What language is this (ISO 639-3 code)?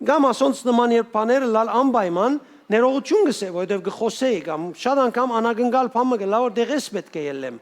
hyw